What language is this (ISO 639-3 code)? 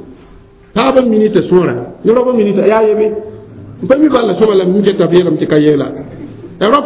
mos